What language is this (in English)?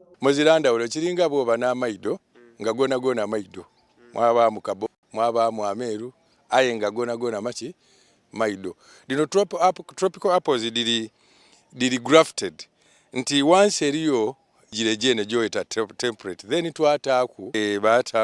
Soga